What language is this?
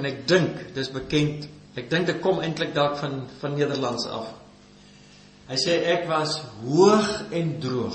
Afrikaans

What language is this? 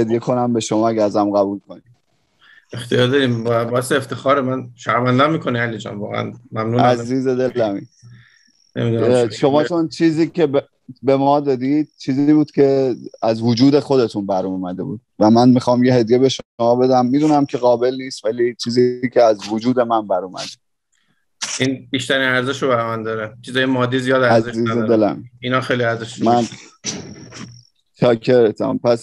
Persian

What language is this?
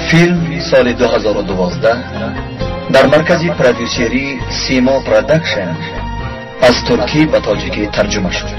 Tajik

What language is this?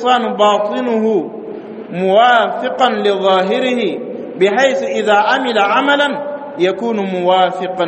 Dyula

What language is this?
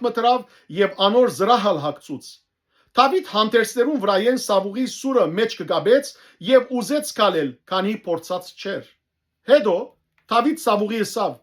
Western Armenian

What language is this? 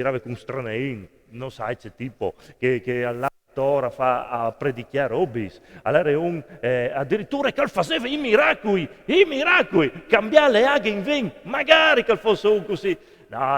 Friulian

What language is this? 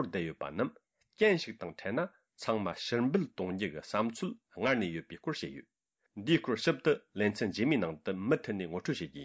Tibetan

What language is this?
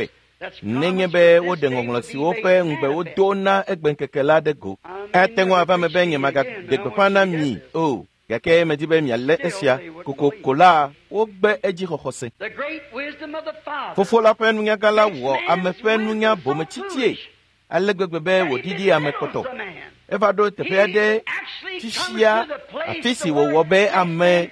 Ewe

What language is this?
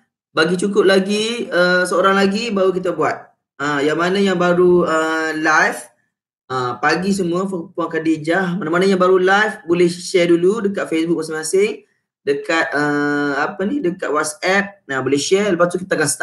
Malay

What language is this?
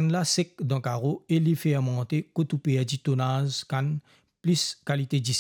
Morisyen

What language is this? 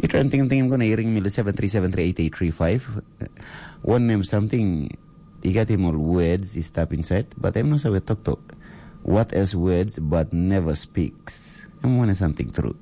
Tok Pisin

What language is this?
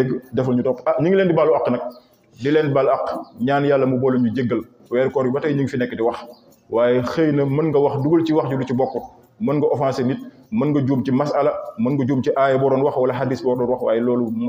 Wolof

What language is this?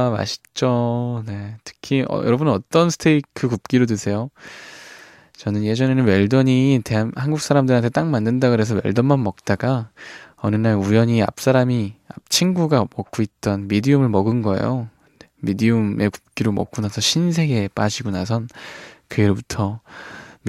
Korean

